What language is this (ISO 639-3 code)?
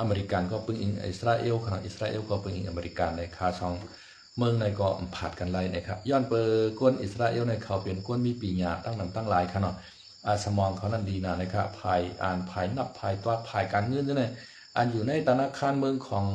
shn